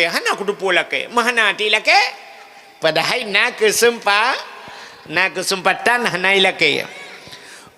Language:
Achinese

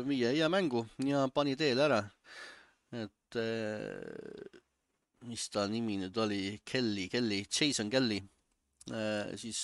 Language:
Estonian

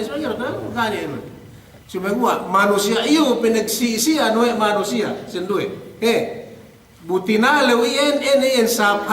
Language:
Yakan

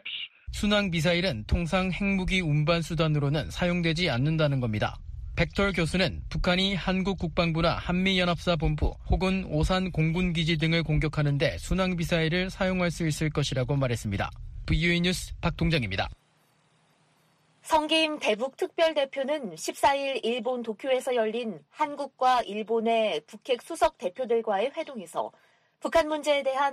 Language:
Korean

